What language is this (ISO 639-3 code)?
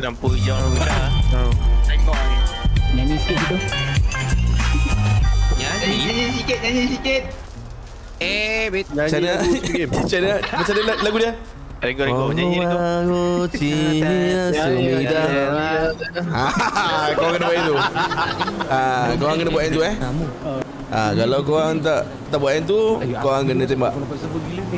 msa